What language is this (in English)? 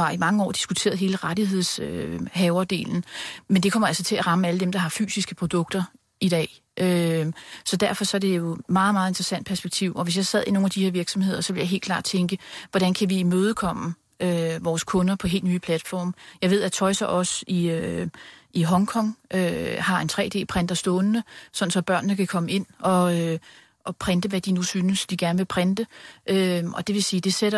Danish